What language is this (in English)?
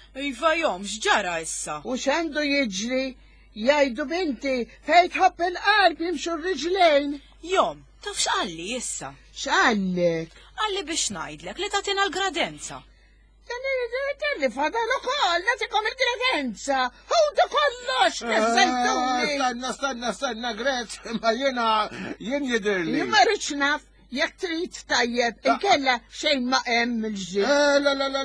Maltese